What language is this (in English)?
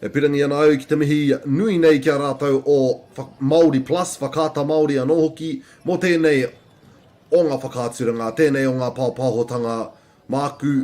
Māori